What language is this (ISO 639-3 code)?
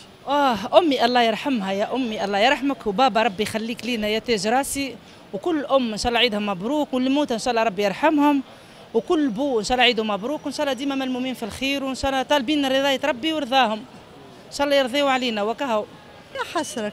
aeb